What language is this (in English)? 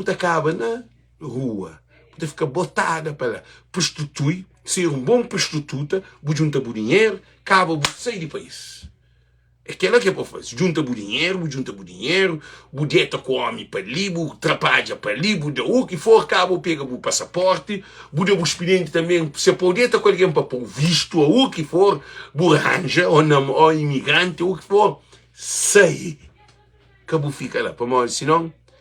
Kabuverdianu